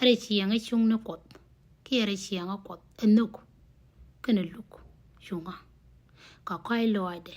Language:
Nuer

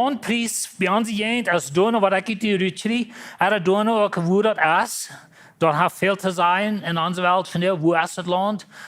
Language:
Plautdietsch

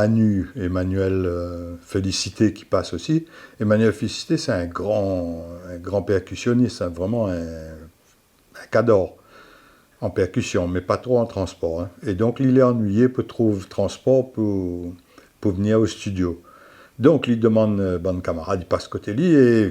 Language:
Réunion Creole French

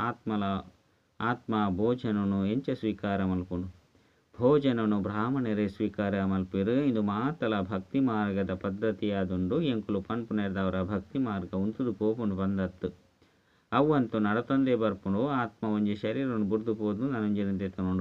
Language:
Tulu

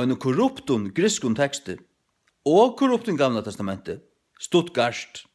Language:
Faroese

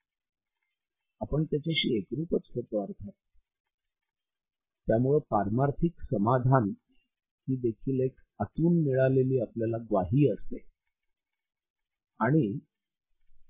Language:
Marathi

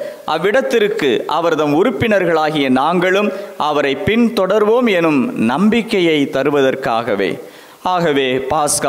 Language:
Tamil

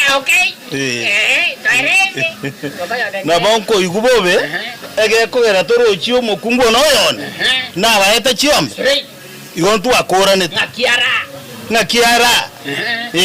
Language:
Gusii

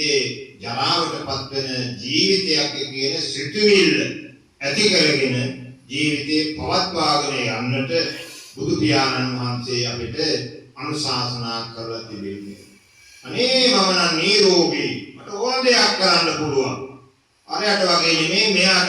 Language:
Sinhala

